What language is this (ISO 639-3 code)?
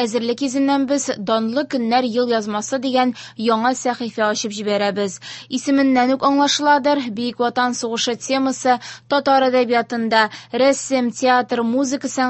tat